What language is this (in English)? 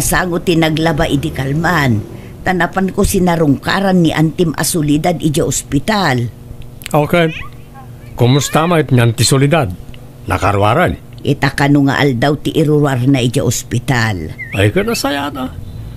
Iloko